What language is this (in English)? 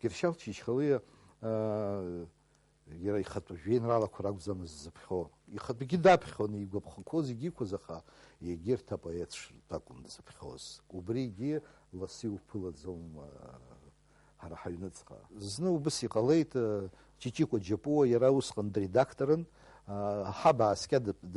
Abkhazian